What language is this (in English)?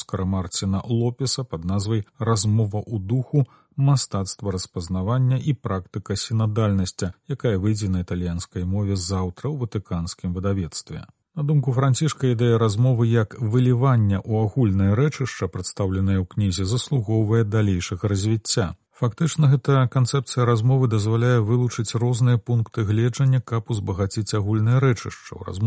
Belarusian